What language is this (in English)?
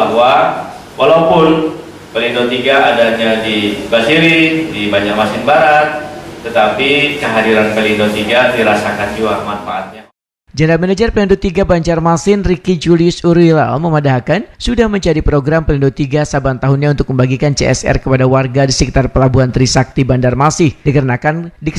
Banjar